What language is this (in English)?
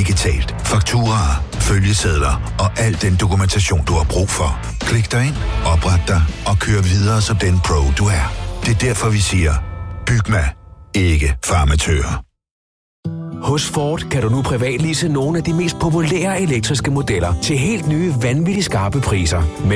Danish